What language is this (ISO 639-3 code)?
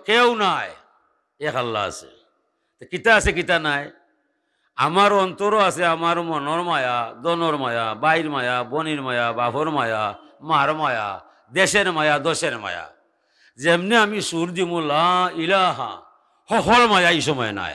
syl